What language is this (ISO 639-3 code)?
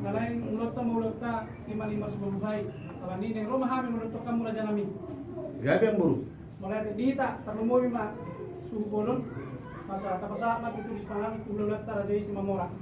bbc